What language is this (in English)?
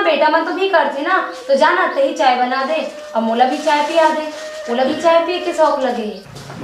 Chhattisgarhi